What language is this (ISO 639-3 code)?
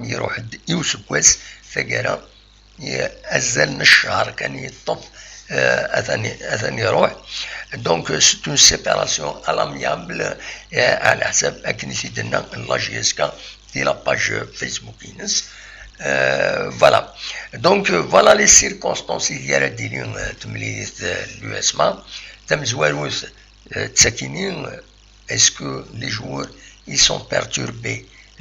kab